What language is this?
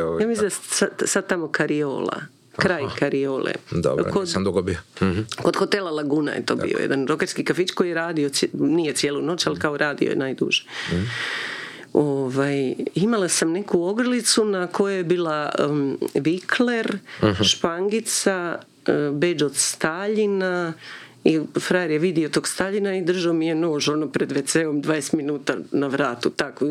Croatian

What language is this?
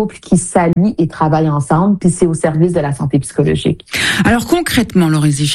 French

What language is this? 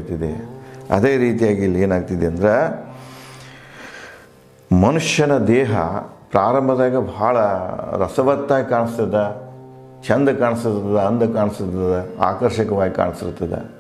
Kannada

